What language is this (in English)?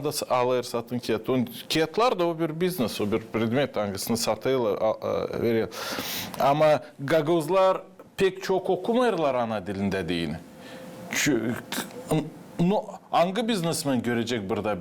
Gagauz